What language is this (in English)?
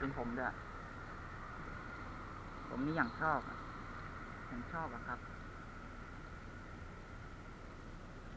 Thai